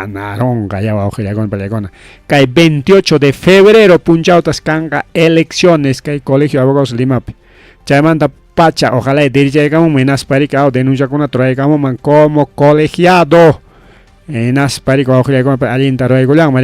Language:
Ayacucho Quechua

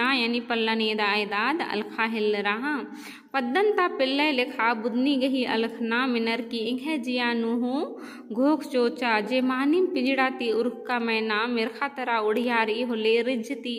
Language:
Kurukh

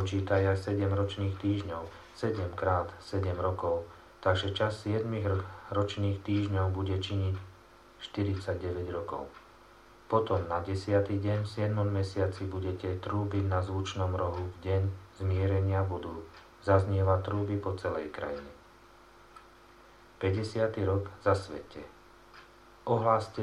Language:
Slovak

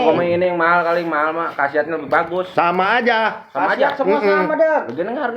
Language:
Betawi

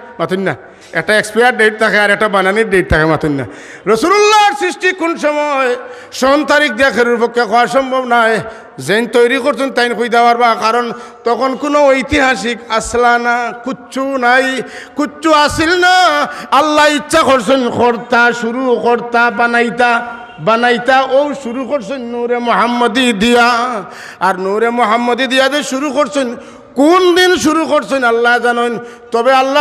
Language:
Sylheti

